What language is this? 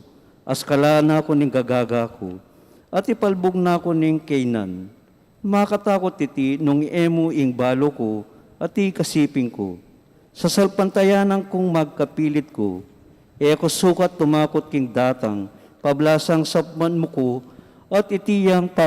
Pampanga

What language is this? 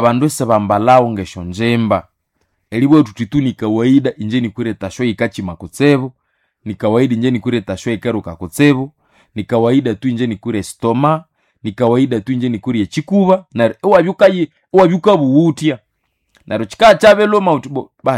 Nande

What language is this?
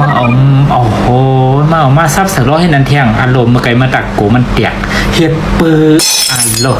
Shan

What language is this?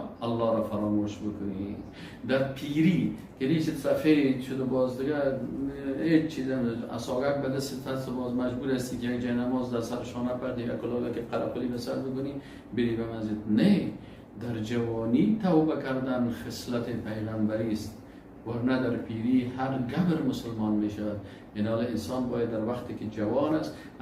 Persian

